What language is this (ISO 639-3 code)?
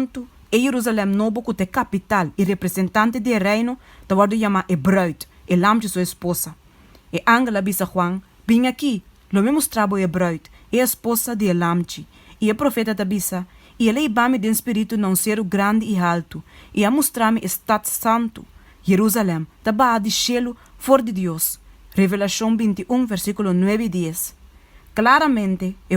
pap